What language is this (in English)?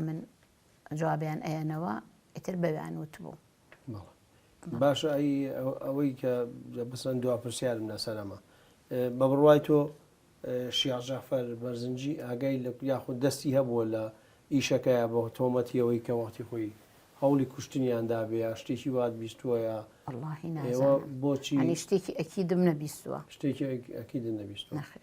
Central Kurdish